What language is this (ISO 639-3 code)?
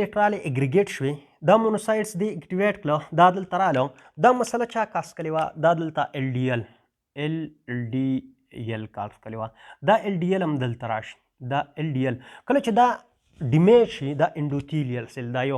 pus